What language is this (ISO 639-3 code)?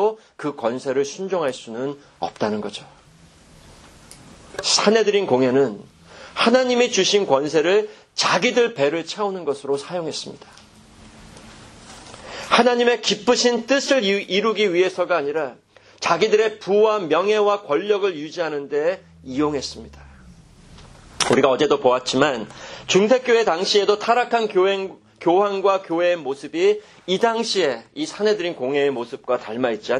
kor